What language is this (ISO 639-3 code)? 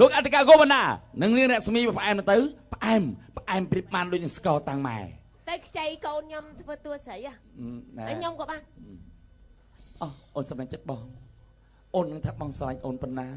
khm